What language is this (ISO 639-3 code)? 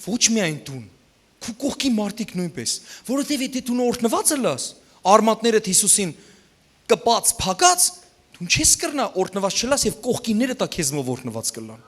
hyw